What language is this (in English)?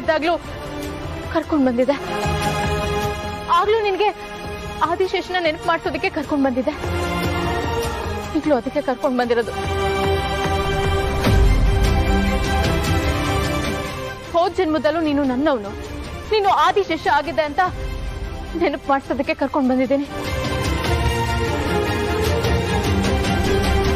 Kannada